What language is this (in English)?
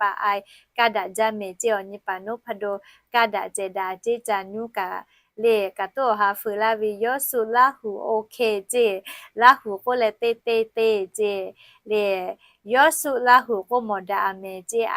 Lahu